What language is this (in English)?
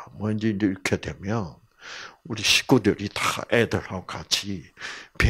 Korean